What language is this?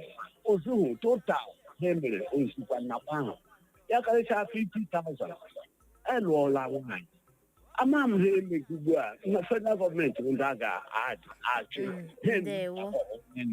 Igbo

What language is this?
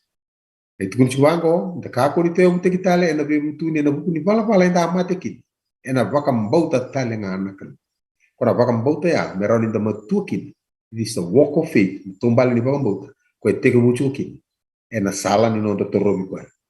Fijian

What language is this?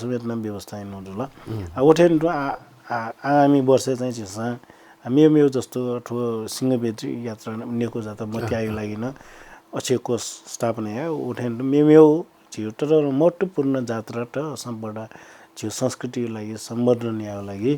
Newari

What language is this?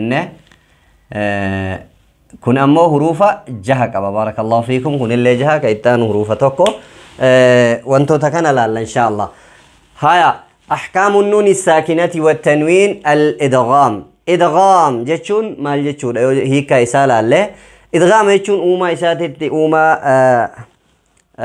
Oromo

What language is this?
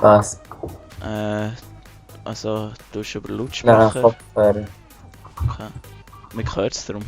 Swiss German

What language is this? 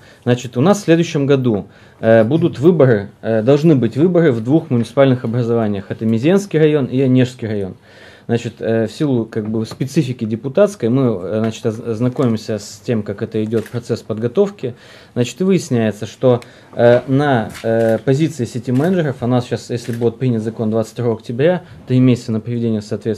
Russian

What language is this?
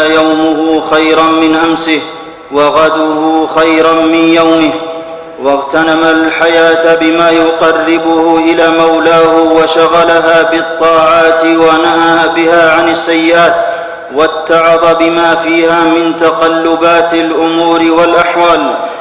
Arabic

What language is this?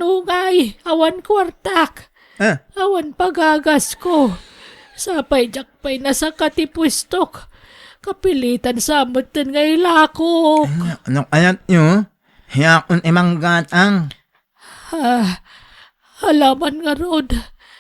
Iloko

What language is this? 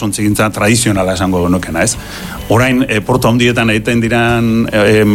Basque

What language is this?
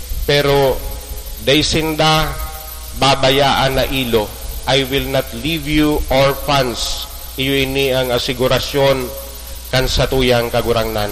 Bikol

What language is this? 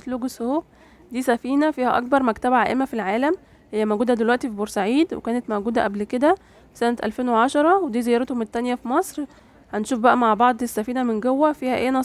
Egyptian Arabic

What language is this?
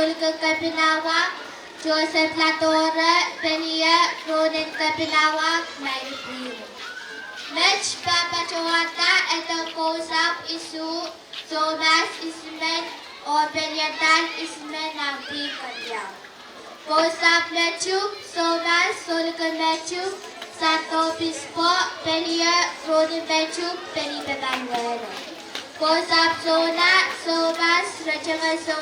Pohnpeian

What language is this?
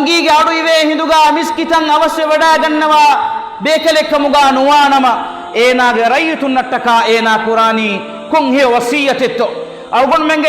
Divehi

